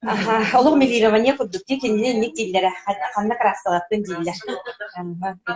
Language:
Yakut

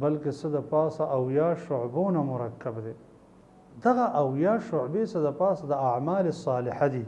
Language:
Pashto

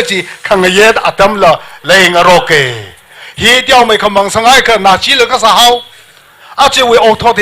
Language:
Tangkhul Naga (India)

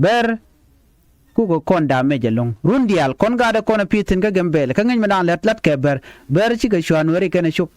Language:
Nuer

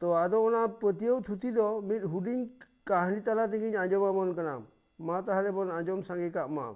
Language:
Santali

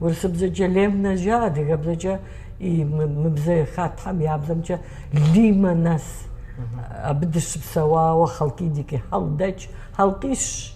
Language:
Kabardian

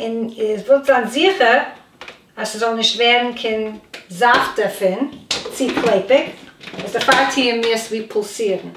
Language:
Yiddish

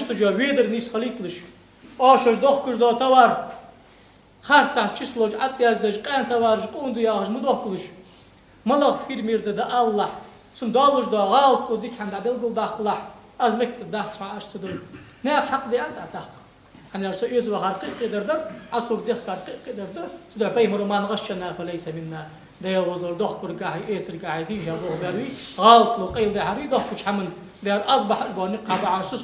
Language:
Ingush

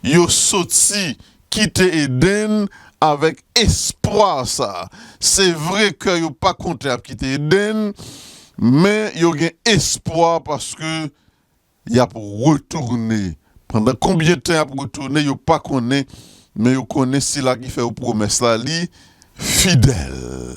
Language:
Haitian Creole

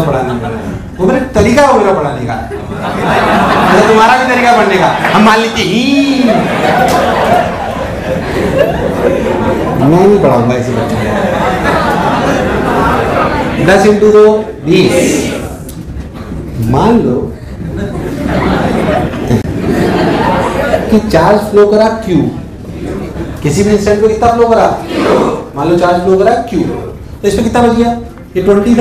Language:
Hindi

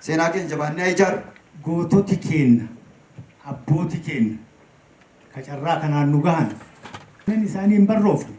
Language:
Oromo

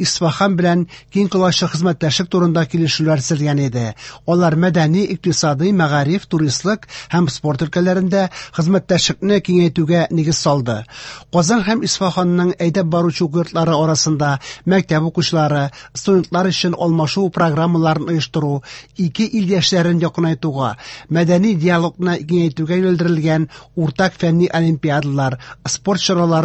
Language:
Tatar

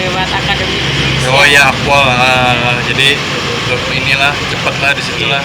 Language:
Banjar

